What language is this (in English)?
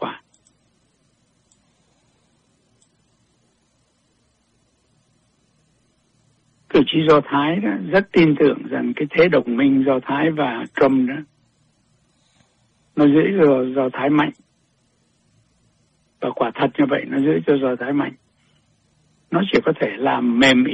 Vietnamese